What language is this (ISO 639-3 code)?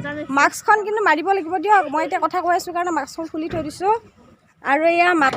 asm